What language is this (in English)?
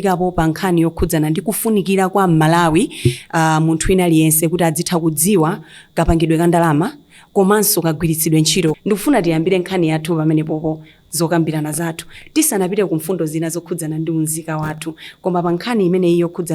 Nyanja